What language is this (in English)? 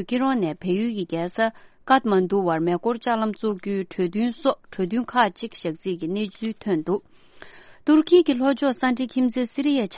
Tibetan